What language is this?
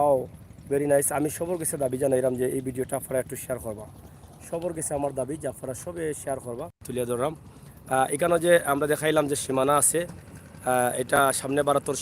Sylheti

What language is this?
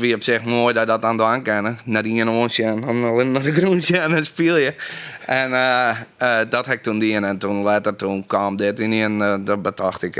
Western Frisian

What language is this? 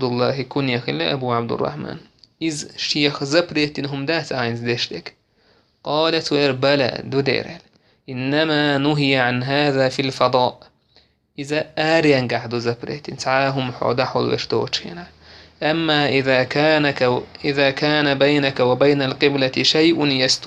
Chechen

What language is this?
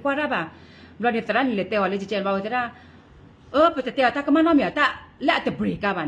S'gaw Karen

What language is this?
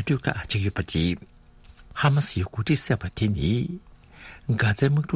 Tibetan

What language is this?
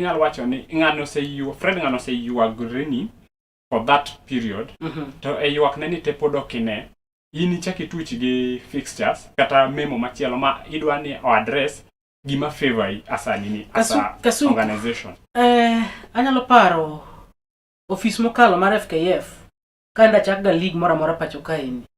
Luo (Kenya and Tanzania)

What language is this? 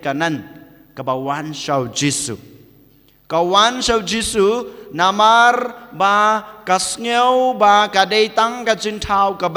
Khasi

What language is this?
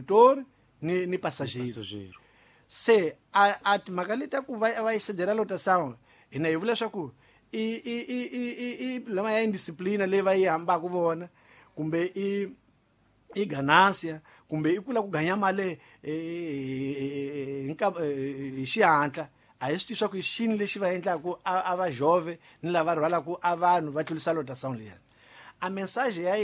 Tsonga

